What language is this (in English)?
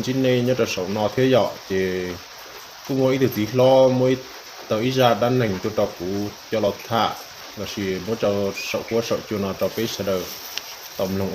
Hmong